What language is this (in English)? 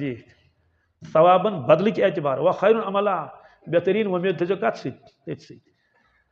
Kashmiri